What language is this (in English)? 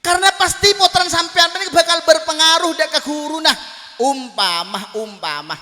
Madurese